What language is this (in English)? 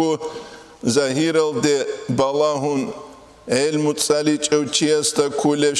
Avaric